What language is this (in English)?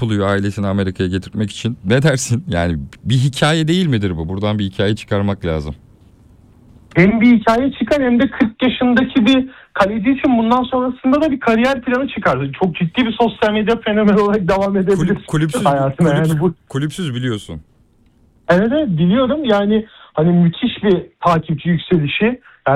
Turkish